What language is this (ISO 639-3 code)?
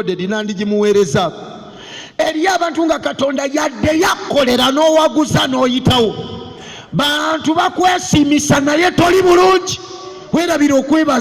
lug